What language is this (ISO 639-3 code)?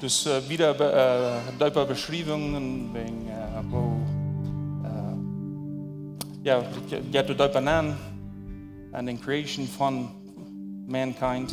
pdt